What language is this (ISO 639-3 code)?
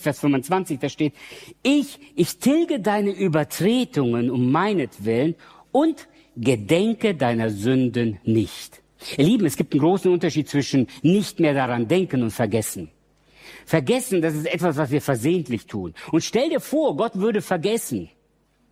deu